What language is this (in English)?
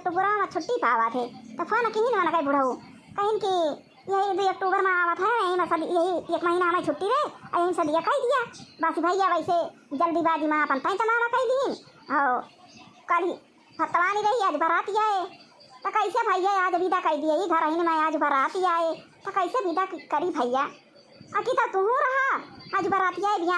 Awadhi